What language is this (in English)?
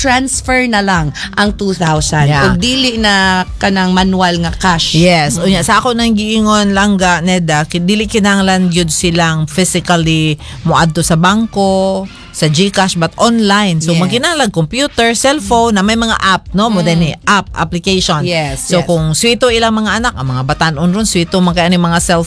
Cebuano